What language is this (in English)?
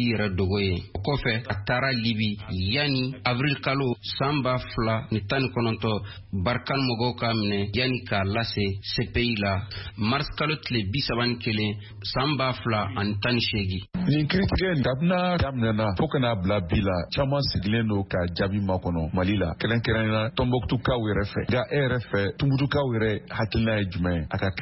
Bambara